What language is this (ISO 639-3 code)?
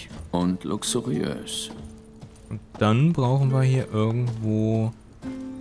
deu